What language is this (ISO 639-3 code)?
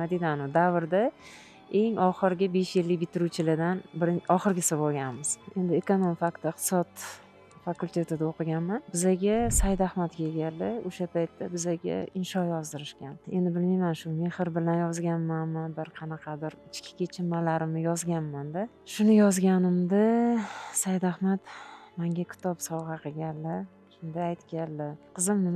uzb